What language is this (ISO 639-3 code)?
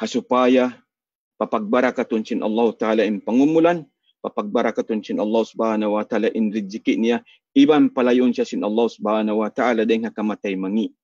tsg